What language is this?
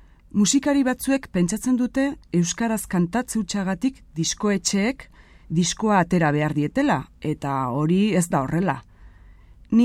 Basque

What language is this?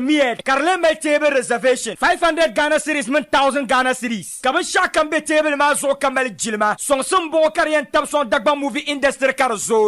Dagbani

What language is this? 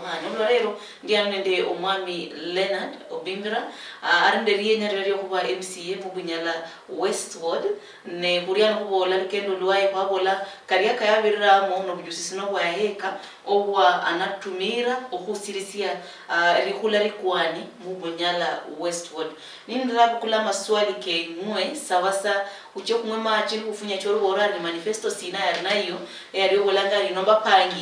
Luyia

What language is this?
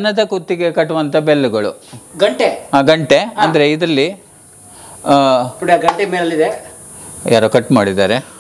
Kannada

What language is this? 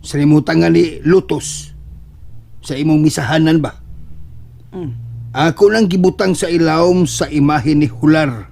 Cebuano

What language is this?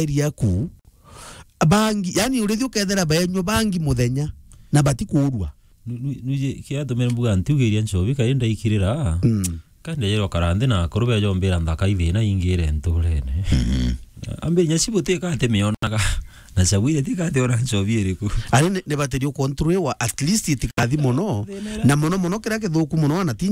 Meru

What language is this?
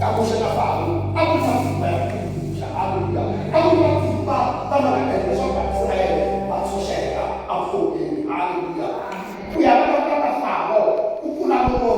Tsonga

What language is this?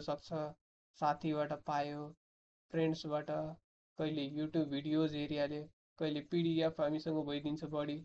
Nepali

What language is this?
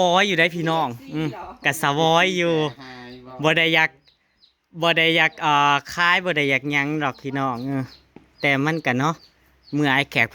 Northeastern Thai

